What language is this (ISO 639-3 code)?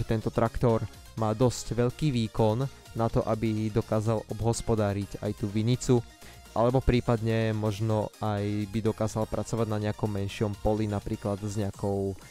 slk